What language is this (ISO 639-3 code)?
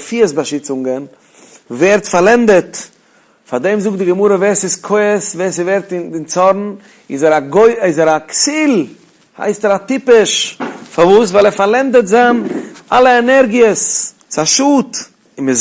yid